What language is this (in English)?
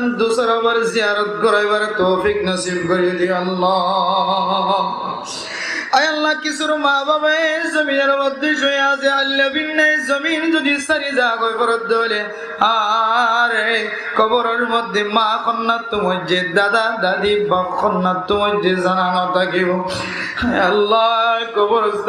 Rohingya